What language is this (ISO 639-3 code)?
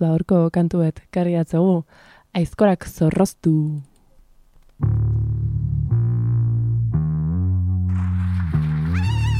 eus